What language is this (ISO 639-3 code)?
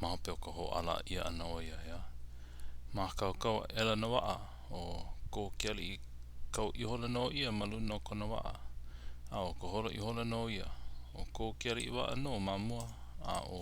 haw